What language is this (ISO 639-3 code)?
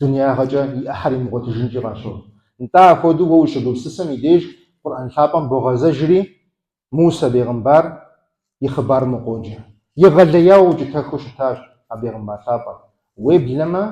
kbd